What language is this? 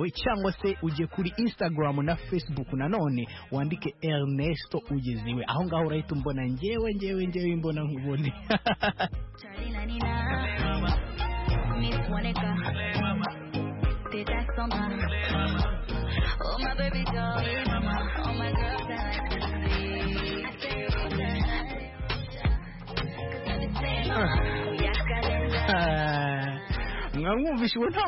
Kinyarwanda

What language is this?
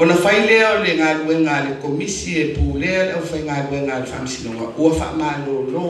Samoan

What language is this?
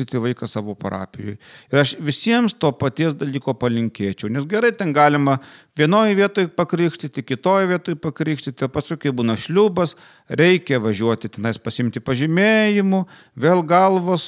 Lithuanian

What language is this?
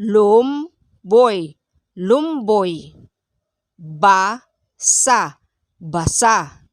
Pangasinan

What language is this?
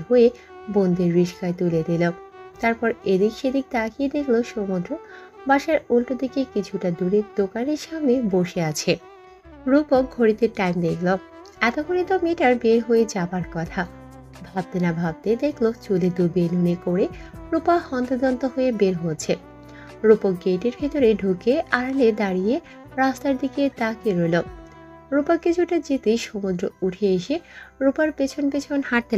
Bangla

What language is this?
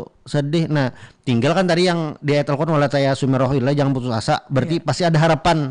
Banjar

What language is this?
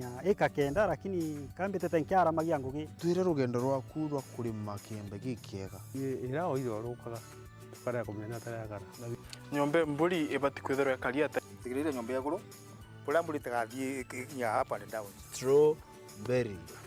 Meru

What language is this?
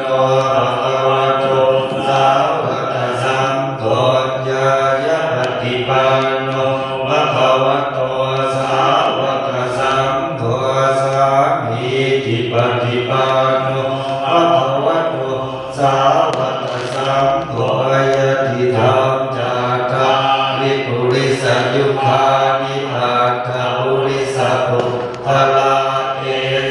Pali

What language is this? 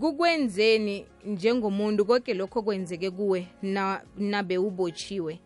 South Ndebele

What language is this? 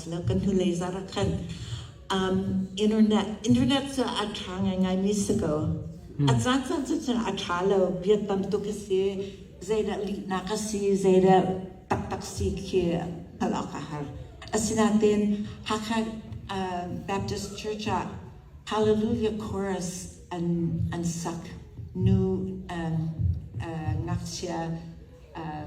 Hakha Chin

